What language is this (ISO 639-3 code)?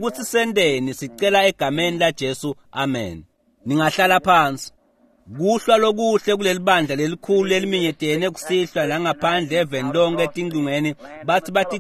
ssw